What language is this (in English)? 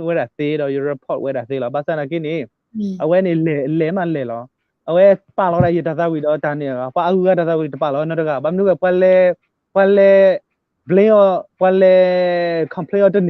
S'gaw Karen